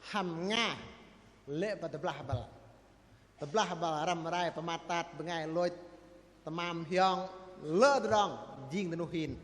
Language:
Bahnar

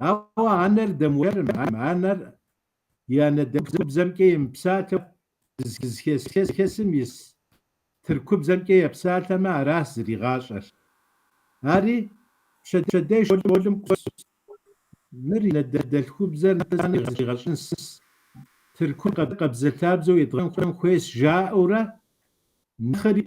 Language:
Kabardian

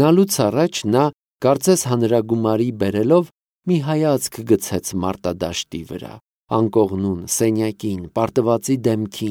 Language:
Armenian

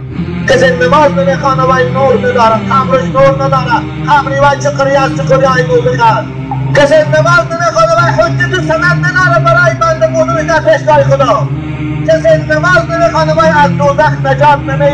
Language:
Tajik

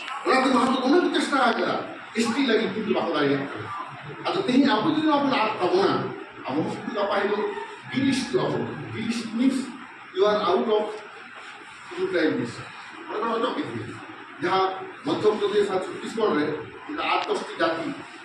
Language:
Santali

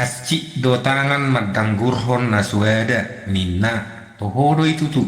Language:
Batak Toba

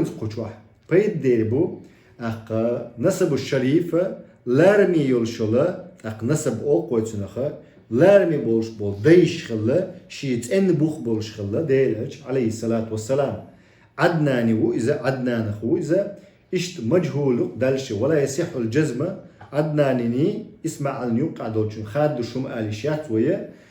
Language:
Chechen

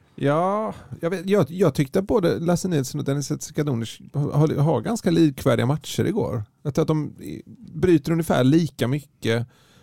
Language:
Swedish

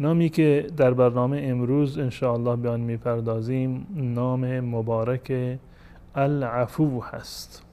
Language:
Persian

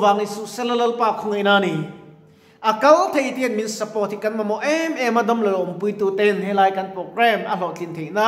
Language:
Mizo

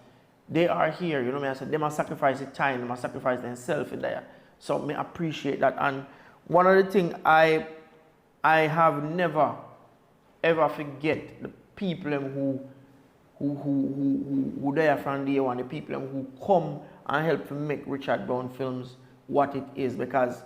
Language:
Jamaican Creole English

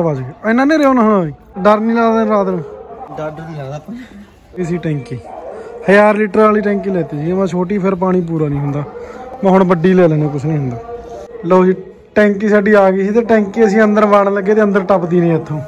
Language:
Punjabi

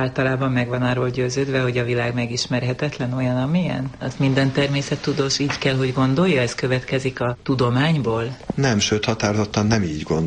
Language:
Hungarian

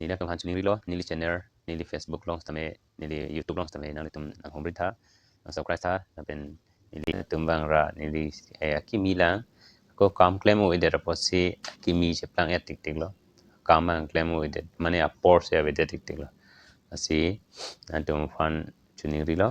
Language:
Karbi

